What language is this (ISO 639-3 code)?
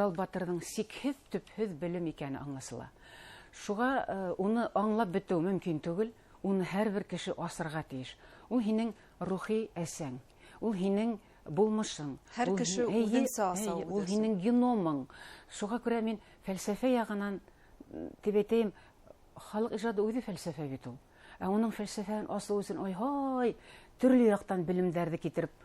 bak